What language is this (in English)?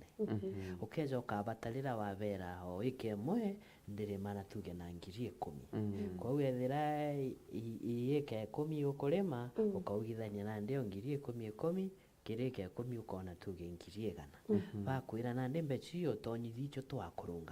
Meru